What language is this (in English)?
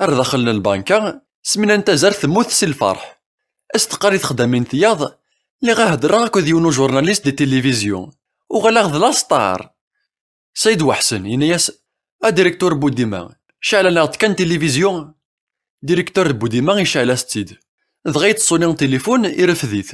Kabyle